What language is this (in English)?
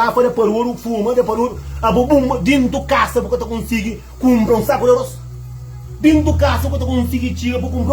Kabuverdianu